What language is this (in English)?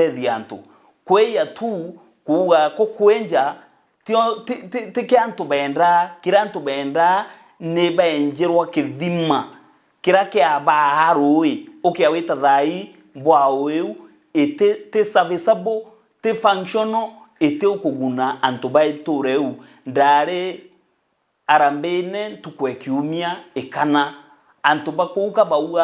Meru